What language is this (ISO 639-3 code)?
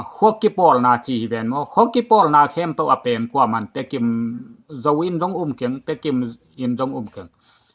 ctd